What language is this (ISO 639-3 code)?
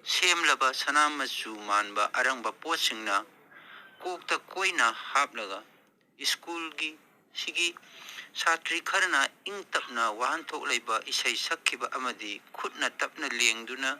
mni